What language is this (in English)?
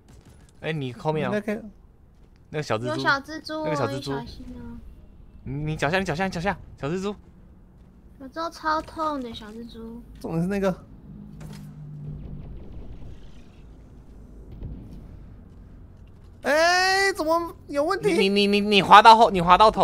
Chinese